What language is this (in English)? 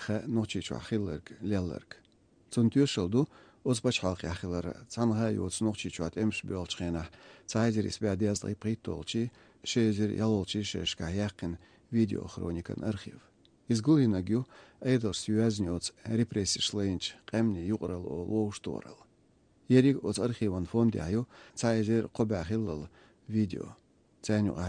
Chechen